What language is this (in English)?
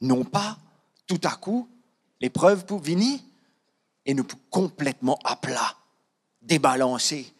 Morisyen